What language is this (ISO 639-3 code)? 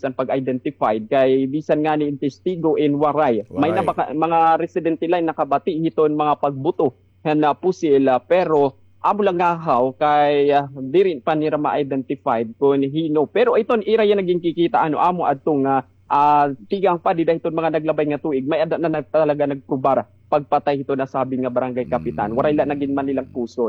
war